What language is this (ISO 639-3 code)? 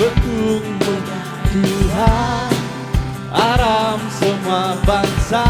iba